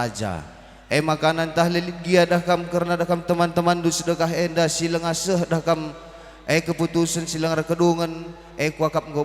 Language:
Batak Karo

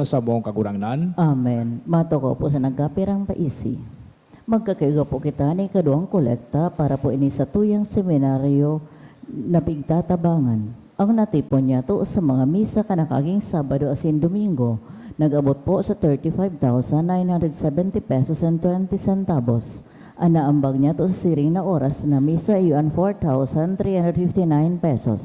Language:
Bikol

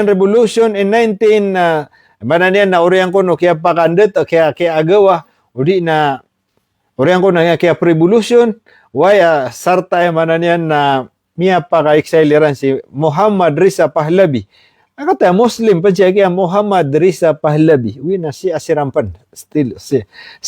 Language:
Maranao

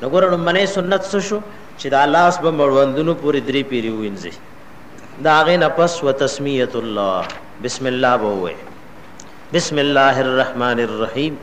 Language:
Pashto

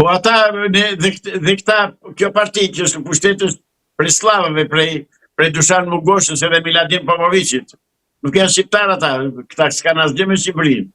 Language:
Albanian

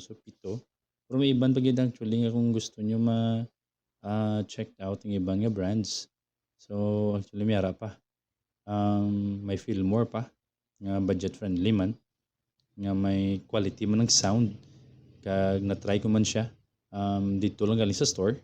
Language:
Hiligaynon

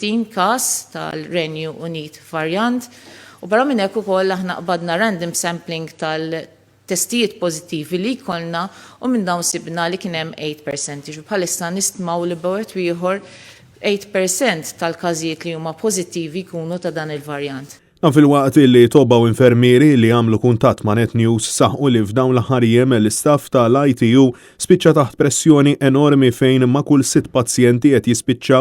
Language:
Maltese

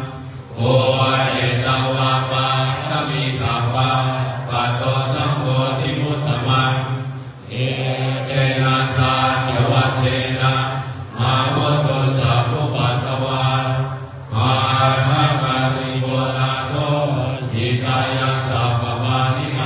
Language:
Pali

